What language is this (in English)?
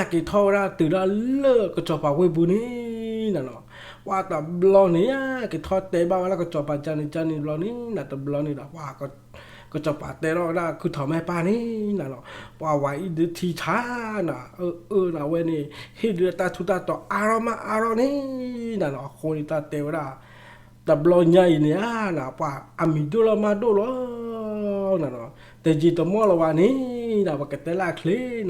S'gaw Karen